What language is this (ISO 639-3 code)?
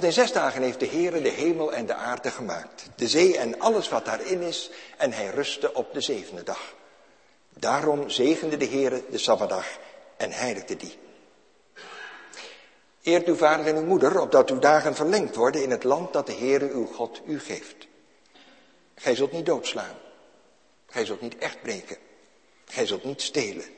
nld